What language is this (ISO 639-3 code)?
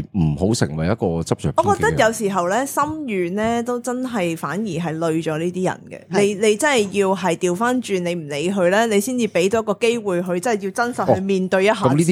yue